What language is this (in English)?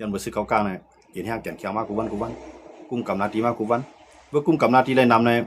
Shan